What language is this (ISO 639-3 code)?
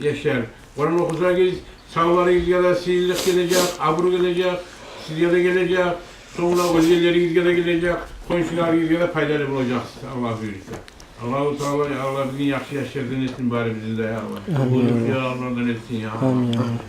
kum